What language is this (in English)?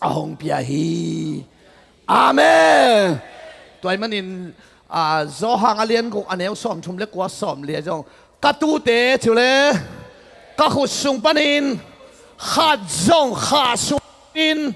Tedim Chin